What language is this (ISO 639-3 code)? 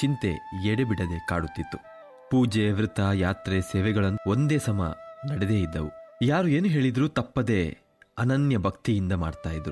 kan